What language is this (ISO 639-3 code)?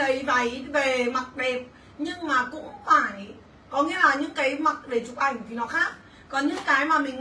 vie